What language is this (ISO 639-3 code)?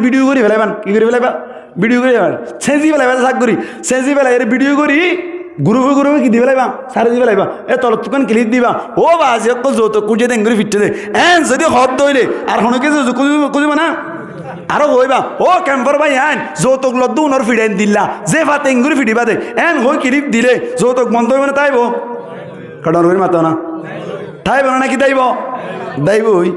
rhg